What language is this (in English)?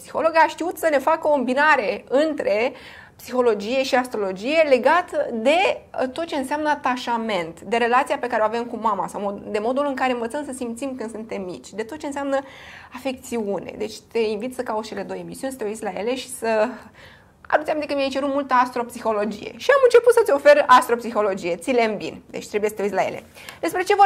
Romanian